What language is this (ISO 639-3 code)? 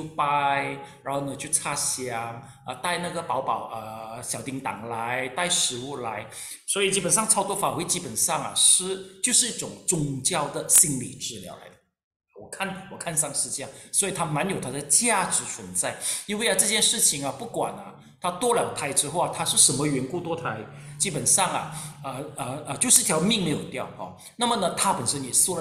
zho